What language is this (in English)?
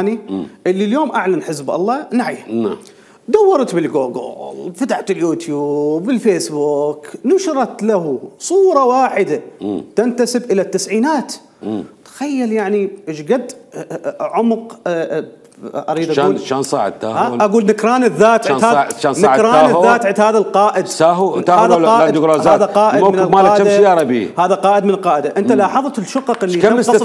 Mesopotamian Arabic